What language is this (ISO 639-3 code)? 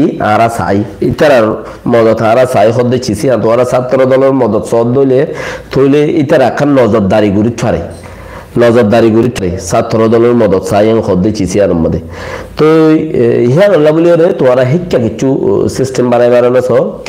rhg